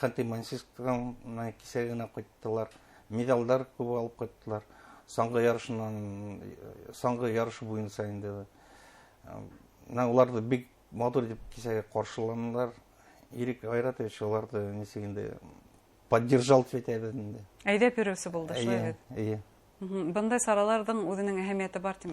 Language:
Bashkir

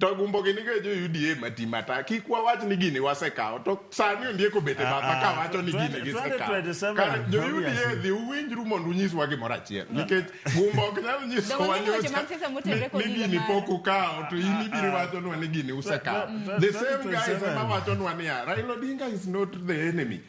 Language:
Luo (Kenya and Tanzania)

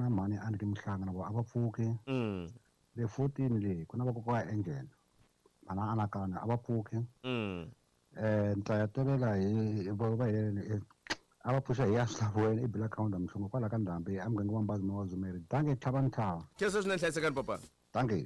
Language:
Tsonga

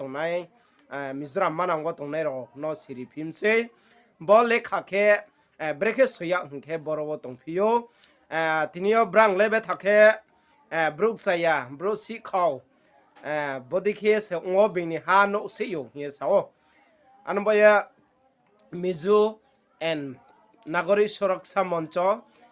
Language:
Riang (India)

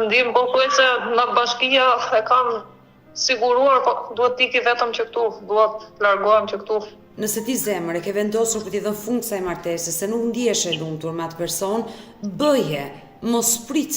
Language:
Albanian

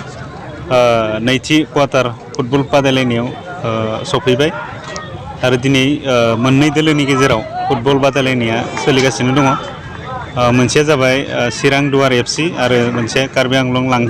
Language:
Bodo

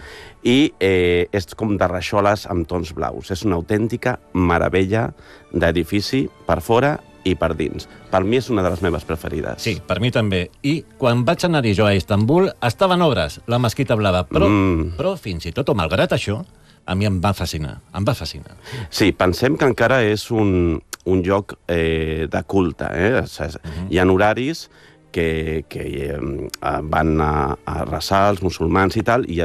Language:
Catalan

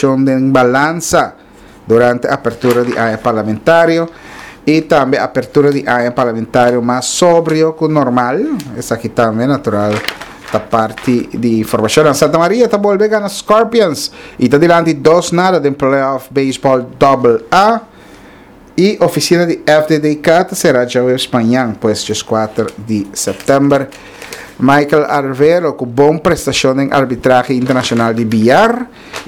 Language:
Papiamento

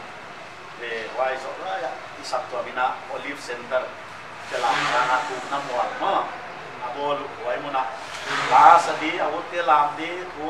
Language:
Paite Chin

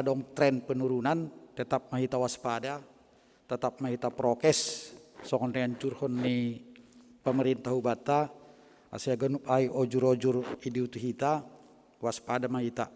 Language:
Batak Simalungun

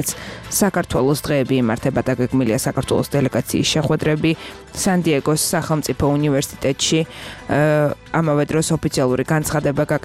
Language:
Georgian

